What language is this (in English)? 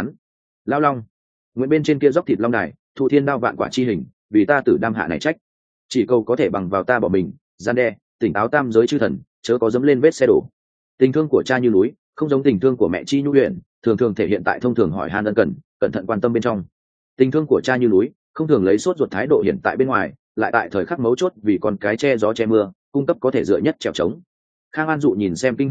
Vietnamese